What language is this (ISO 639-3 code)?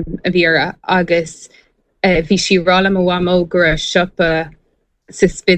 gle